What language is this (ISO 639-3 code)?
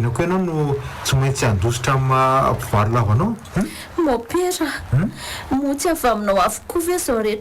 mlg